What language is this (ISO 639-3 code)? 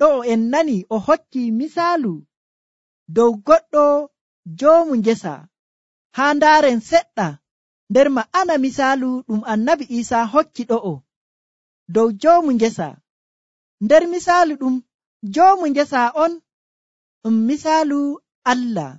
fuv